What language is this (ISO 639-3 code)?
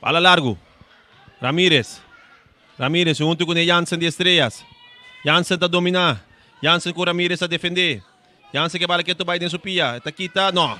pap